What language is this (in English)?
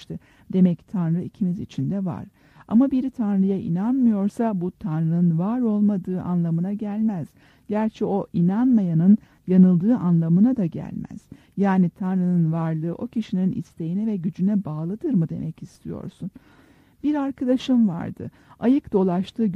Turkish